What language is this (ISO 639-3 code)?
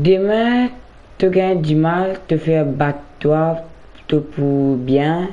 mfe